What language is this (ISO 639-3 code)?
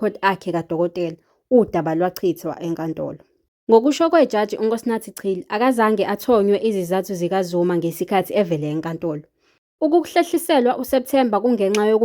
zul